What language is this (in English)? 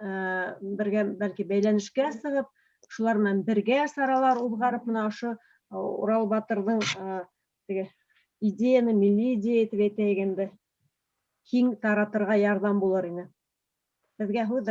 Bashkir